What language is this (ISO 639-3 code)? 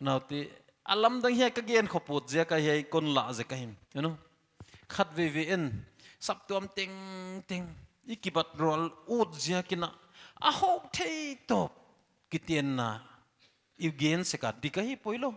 pck